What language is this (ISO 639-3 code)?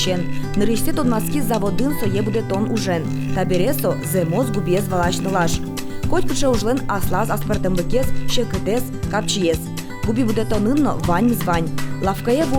udm